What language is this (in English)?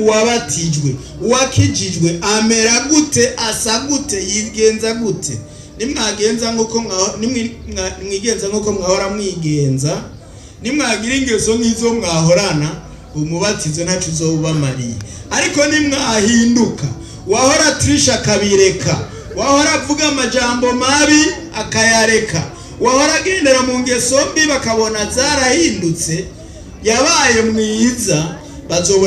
Rundi